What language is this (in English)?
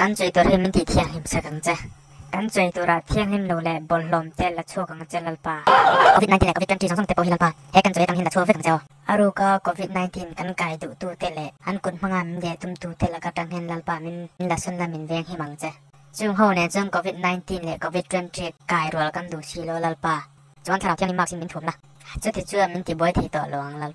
Mizo